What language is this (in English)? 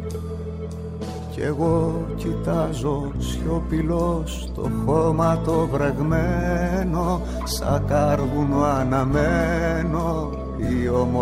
Greek